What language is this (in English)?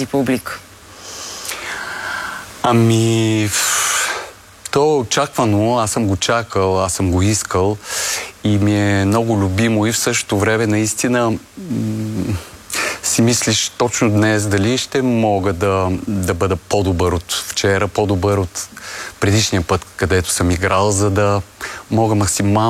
Bulgarian